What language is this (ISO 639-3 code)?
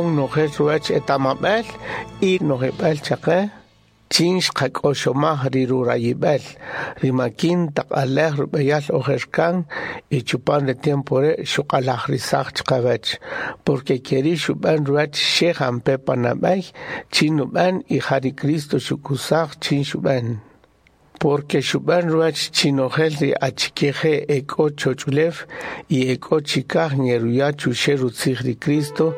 cak